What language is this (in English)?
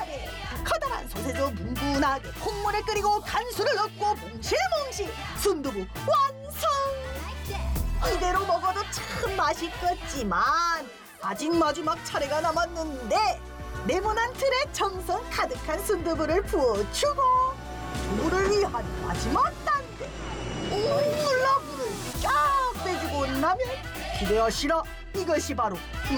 Korean